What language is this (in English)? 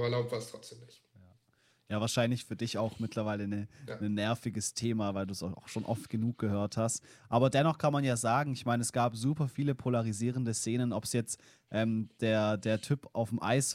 German